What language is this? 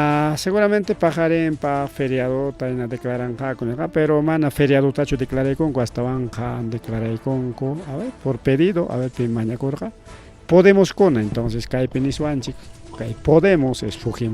Ayacucho Quechua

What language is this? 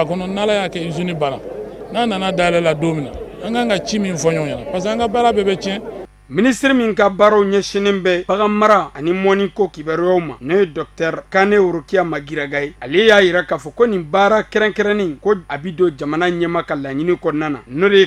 Bambara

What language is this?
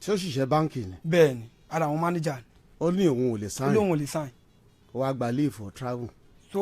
Yoruba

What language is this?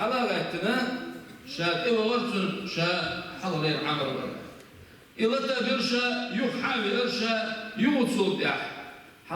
Chechen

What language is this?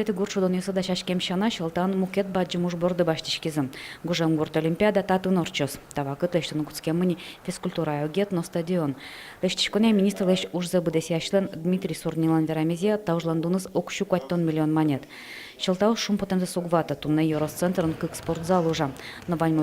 Udmurt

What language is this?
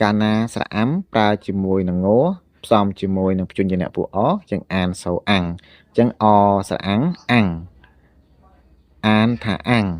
Khmer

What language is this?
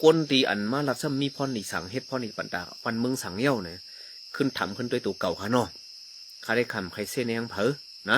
Shan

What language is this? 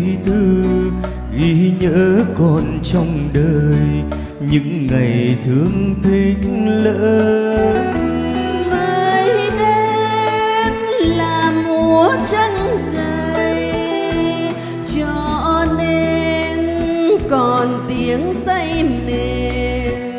Vietnamese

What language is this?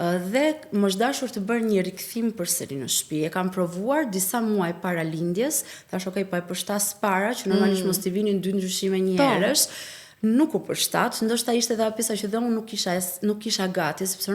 Albanian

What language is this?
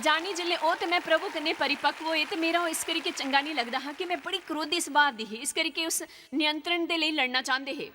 Dogri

